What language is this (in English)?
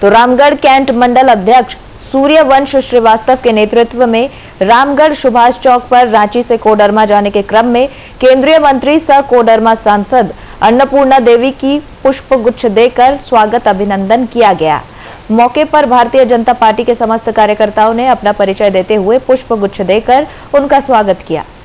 Hindi